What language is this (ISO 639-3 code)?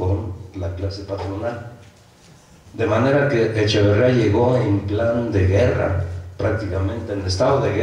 spa